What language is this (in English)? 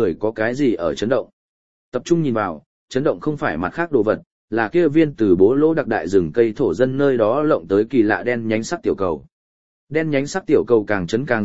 Vietnamese